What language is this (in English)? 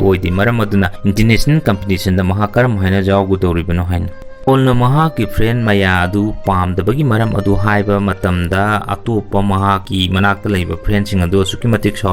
Manipuri